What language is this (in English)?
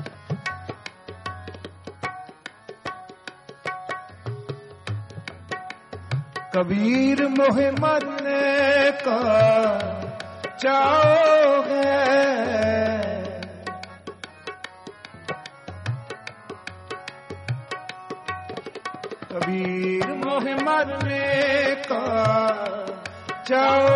Hindi